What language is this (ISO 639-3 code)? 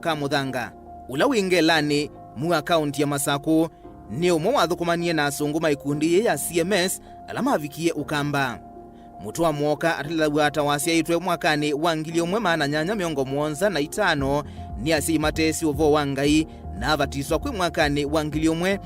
kam